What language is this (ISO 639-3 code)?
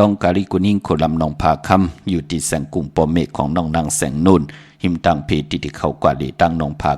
shn